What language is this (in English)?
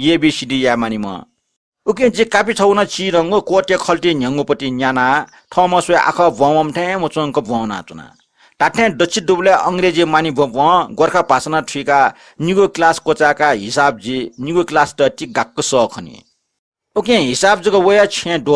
Newari